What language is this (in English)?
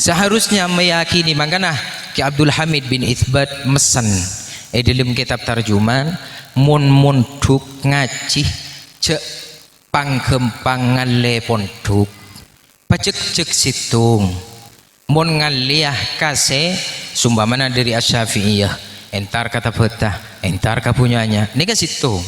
Madurese